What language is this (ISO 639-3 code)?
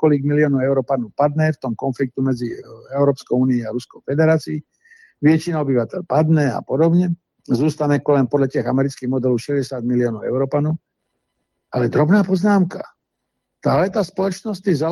ces